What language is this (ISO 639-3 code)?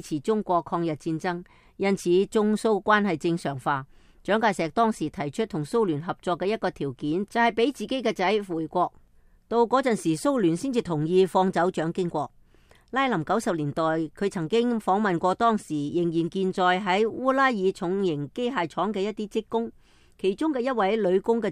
yue